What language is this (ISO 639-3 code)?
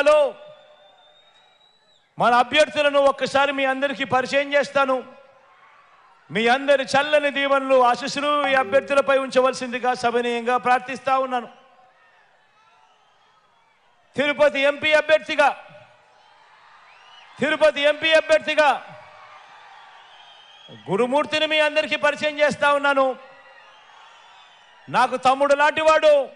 tel